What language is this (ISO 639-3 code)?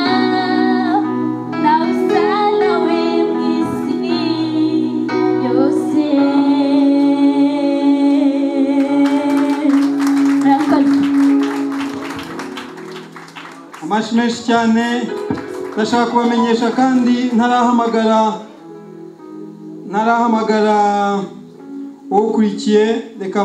kin